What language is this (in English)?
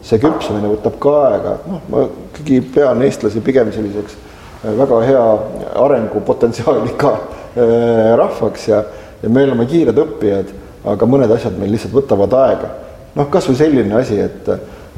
Estonian